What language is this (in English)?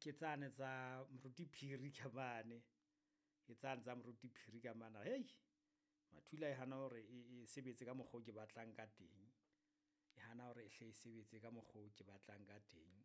Southern Sotho